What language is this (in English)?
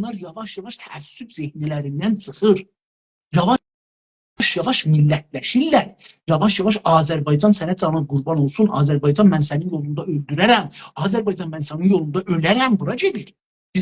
South Azerbaijani